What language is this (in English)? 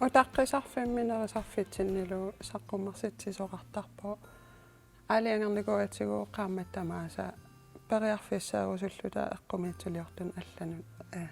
Kalaallisut